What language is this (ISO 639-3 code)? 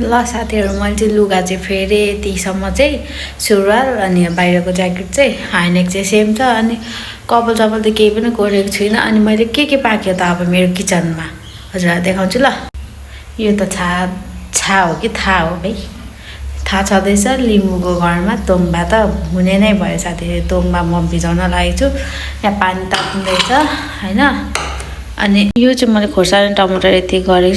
nep